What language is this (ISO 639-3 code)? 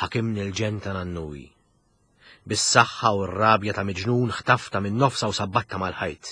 mlt